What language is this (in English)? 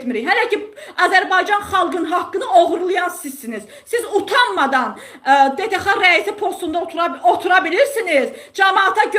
Azerbaijani